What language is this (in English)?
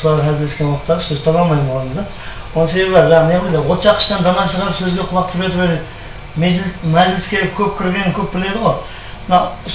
Kara-Kalpak